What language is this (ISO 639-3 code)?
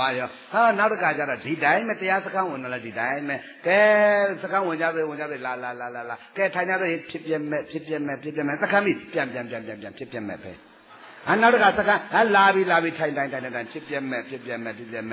mya